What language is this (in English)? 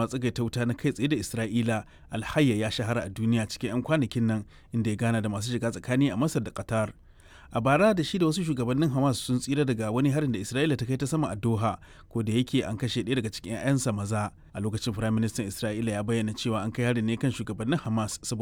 Hausa